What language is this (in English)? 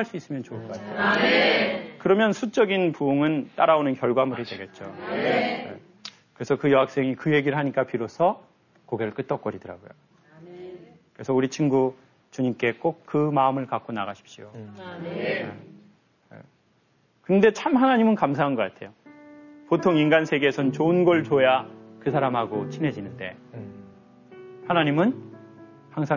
Korean